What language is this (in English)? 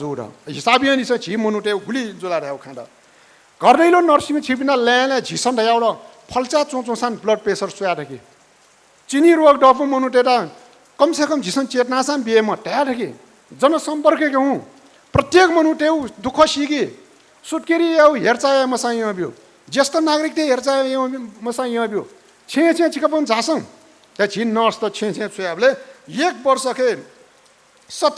Newari